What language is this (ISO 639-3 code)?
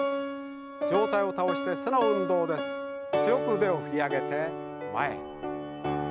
jpn